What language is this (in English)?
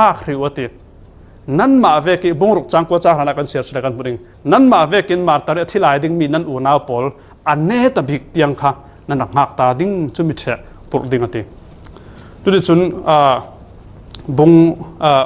Falam Chin